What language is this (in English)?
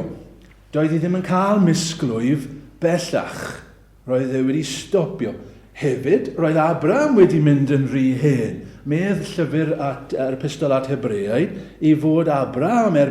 Welsh